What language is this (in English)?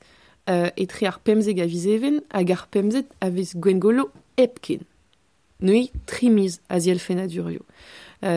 Breton